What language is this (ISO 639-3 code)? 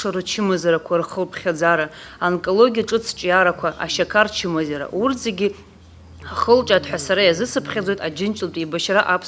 abk